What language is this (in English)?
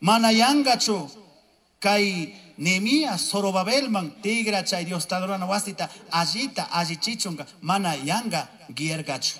Chimborazo Highland Quichua